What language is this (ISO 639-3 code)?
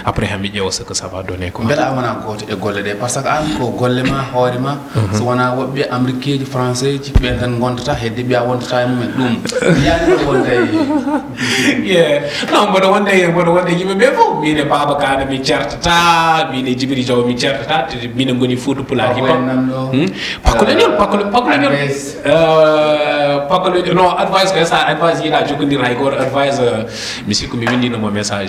ful